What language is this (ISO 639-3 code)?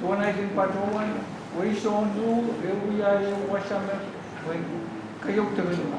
pon